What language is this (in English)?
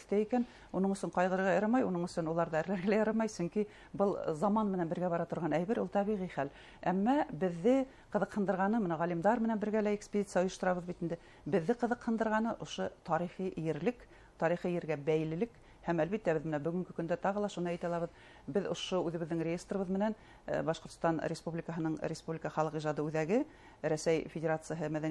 Bashkir